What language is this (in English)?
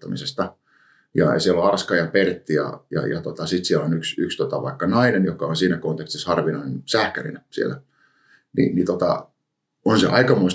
Finnish